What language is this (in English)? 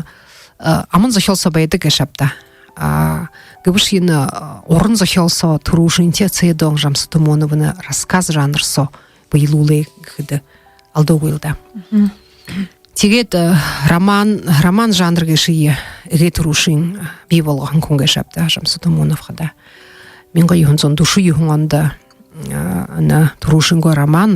Buriat